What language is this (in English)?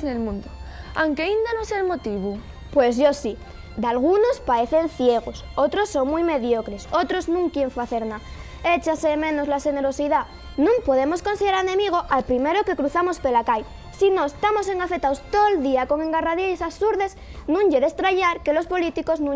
Asturian